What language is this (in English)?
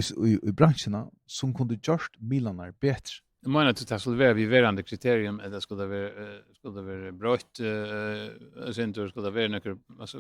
Faroese